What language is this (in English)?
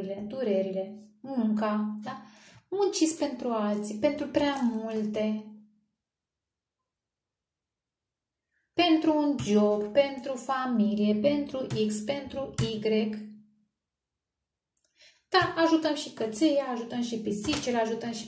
Romanian